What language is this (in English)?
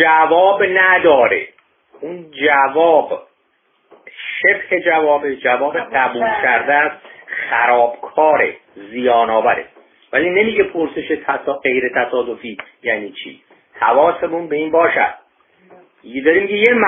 Persian